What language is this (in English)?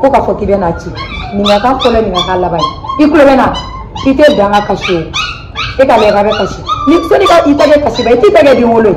Bambara